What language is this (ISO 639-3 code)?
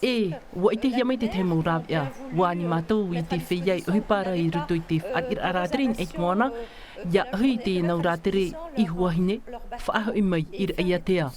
tah